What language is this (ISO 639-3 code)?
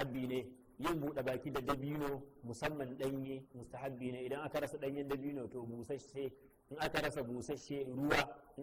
hau